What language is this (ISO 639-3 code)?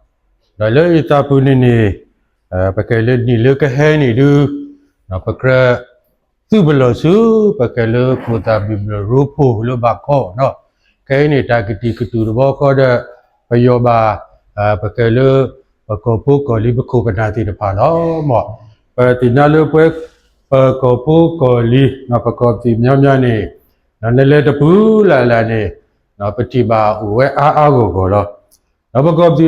ksw